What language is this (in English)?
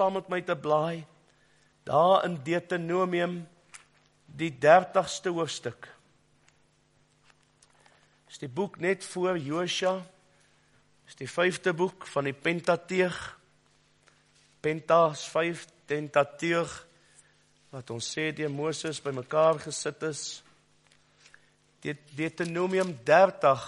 Afrikaans